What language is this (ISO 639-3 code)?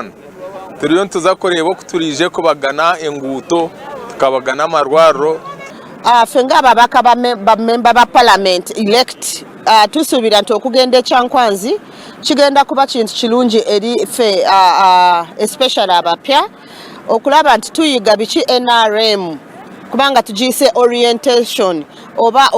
nyn